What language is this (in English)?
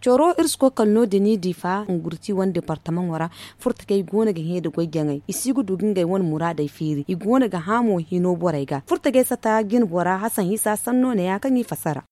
Zarma